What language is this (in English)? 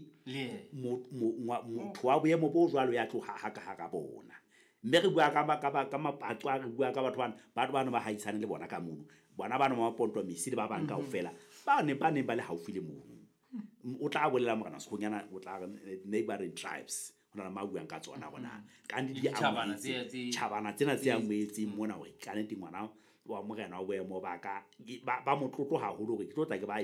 Southern Sotho